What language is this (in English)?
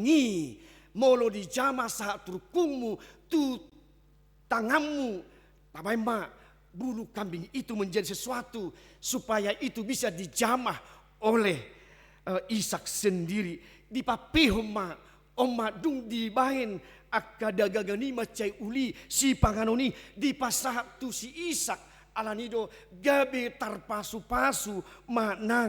Batak Toba